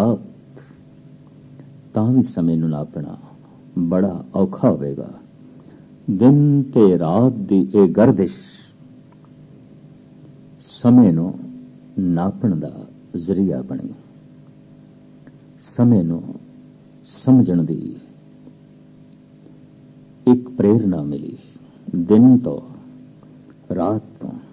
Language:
Punjabi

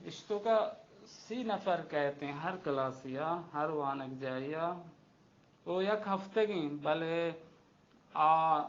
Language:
Baluchi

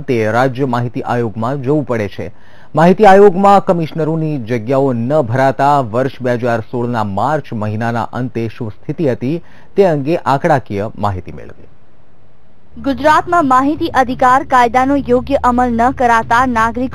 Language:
Gujarati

